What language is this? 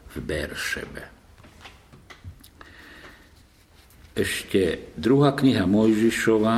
Slovak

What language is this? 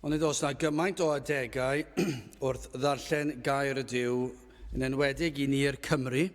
Welsh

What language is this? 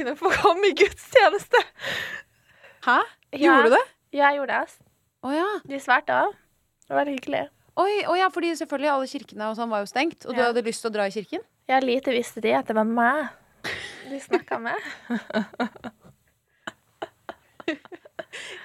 Norwegian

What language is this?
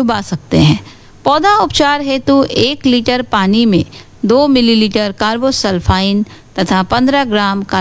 Hindi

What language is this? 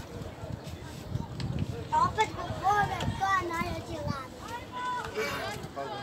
Serbian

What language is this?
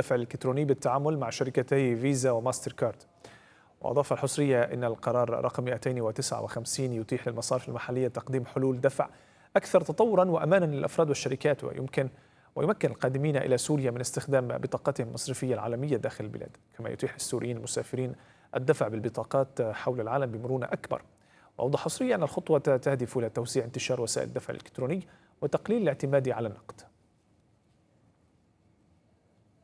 Arabic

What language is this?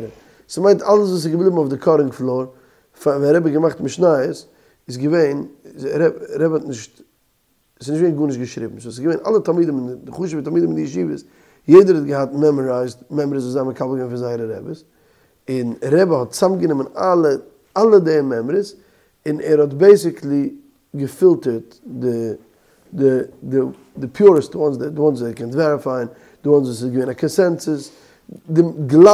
Yiddish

